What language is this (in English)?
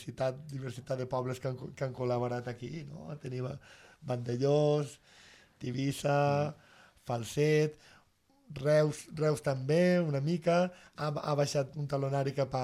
Catalan